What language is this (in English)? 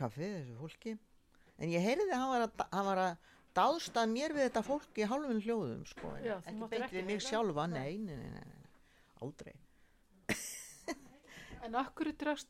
Icelandic